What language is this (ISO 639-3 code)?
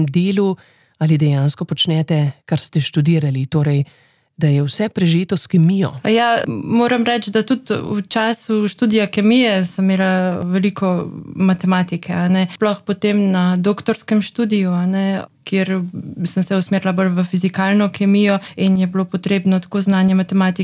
slv